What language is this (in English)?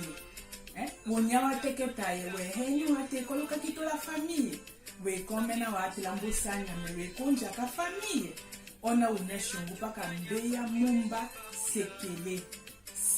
Tetela